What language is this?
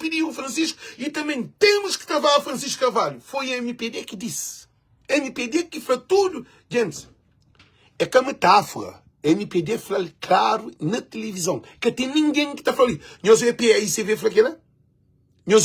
Kabuverdianu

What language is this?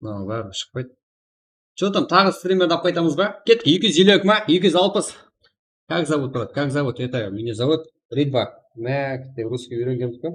Kara-Kalpak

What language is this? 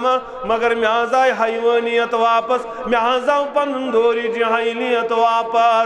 Kashmiri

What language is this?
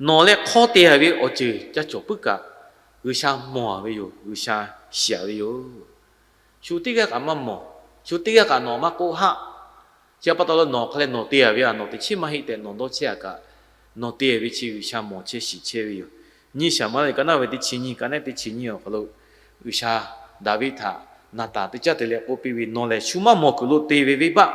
Lahu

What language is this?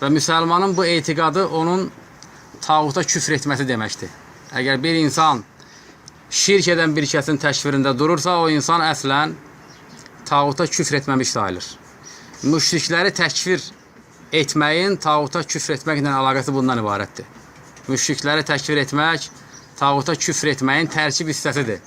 Azerbaijani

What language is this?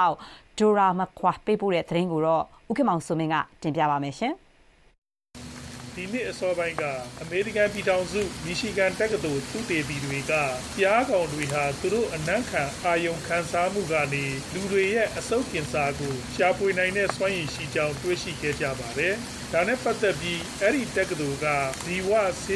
Burmese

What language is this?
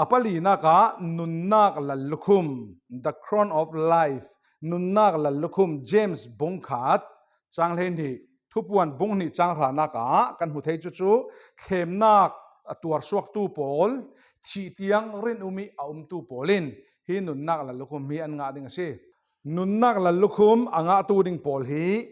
Falam Chin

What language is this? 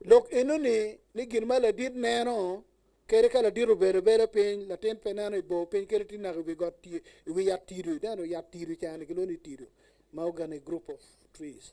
Acoli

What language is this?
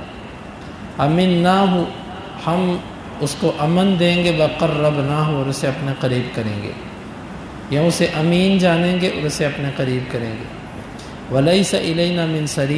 Urdu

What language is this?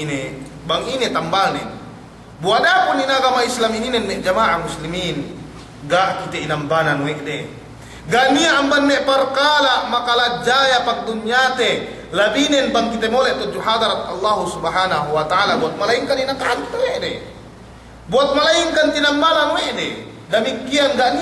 Yakan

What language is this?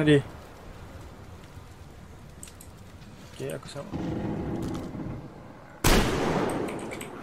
Malay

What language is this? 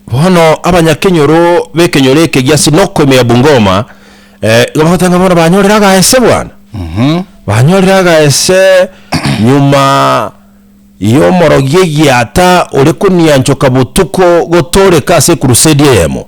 Gusii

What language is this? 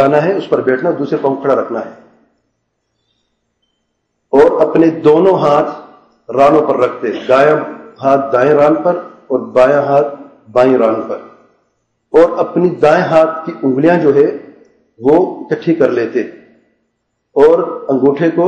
Urdu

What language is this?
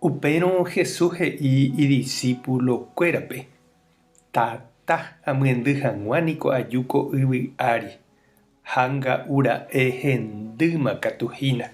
Guarani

